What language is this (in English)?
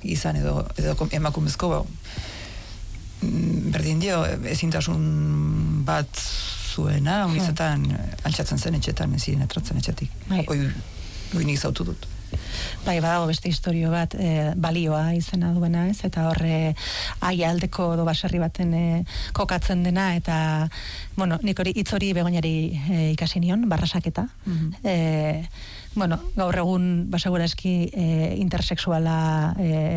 Basque